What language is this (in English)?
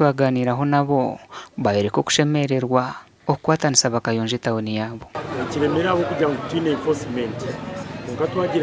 Nyankole